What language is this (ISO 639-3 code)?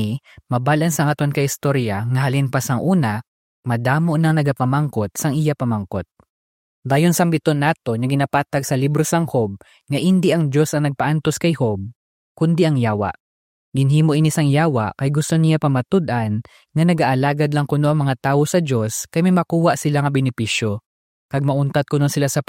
hil